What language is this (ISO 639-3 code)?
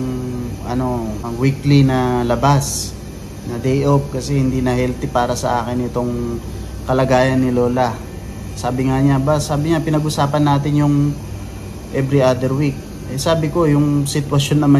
fil